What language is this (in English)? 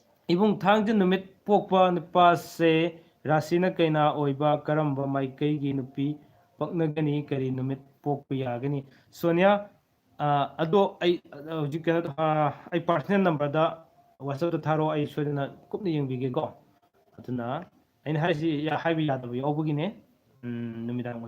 Manipuri